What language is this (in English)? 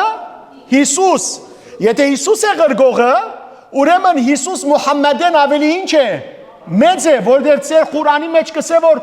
Western Armenian